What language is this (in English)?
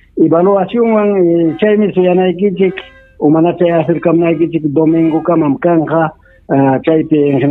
Ayacucho Quechua